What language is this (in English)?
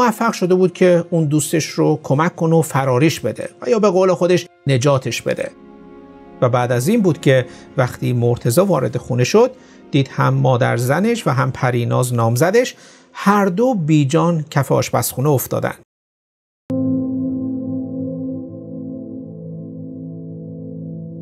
Persian